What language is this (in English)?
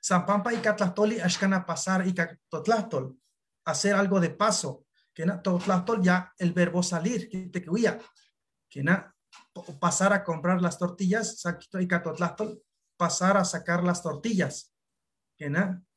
Eastern Huasteca Nahuatl